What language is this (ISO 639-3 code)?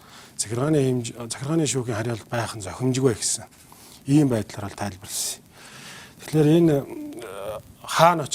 mon